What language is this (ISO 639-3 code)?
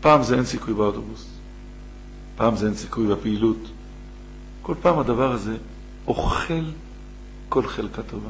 heb